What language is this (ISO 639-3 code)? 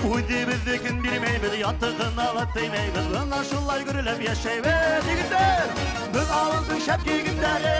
bak